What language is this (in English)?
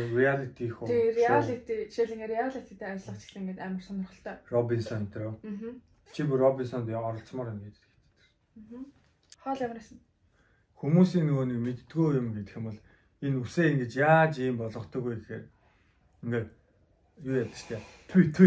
Mongolian